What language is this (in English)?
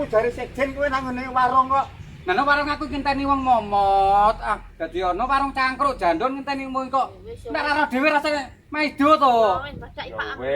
Javanese